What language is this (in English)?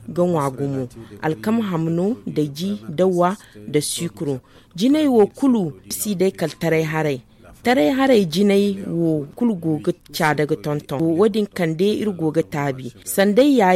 Zarma